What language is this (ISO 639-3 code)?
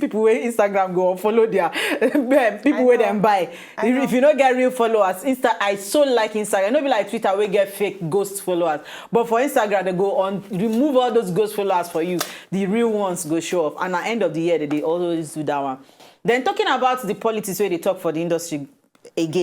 pcm